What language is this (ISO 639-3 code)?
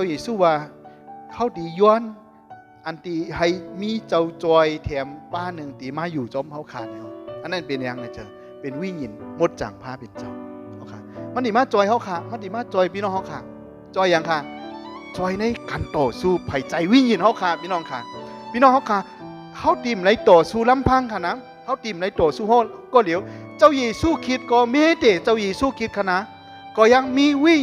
shn